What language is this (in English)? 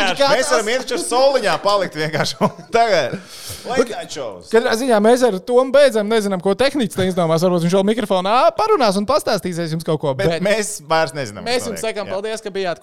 Latvian